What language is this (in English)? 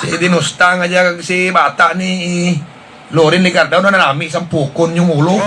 Hiligaynon